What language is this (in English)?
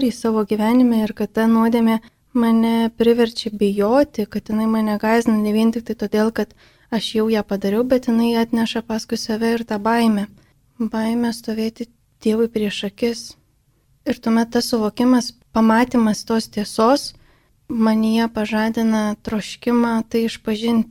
Lithuanian